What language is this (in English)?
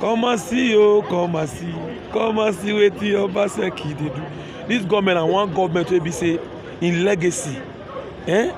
Nigerian Pidgin